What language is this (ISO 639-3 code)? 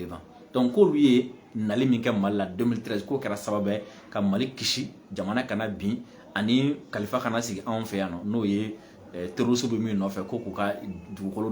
bam